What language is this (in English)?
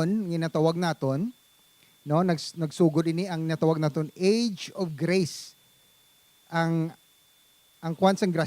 Hiligaynon